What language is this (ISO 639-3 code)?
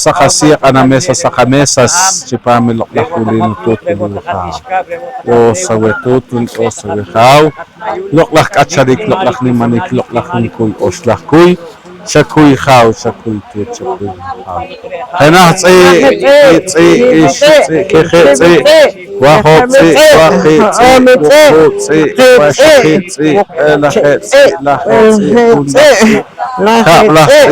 poh